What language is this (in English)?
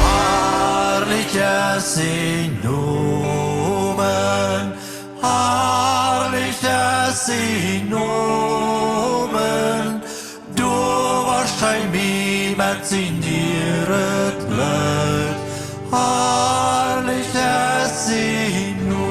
Plautdietsch